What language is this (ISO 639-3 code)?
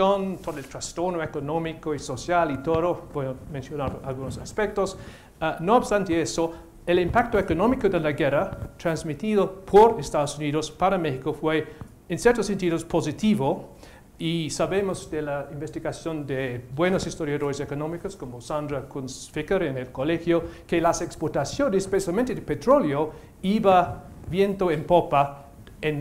spa